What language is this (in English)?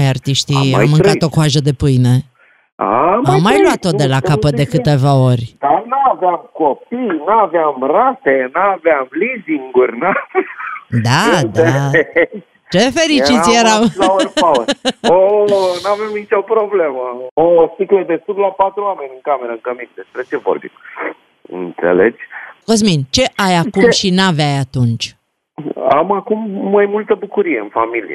Romanian